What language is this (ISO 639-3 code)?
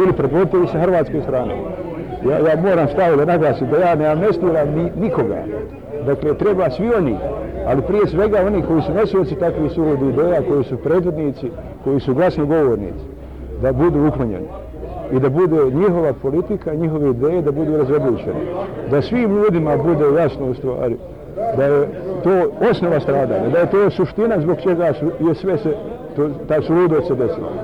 bos